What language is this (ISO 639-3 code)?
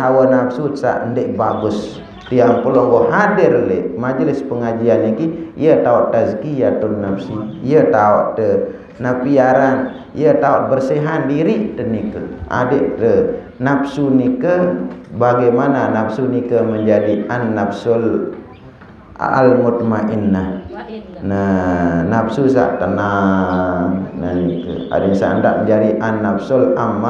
sas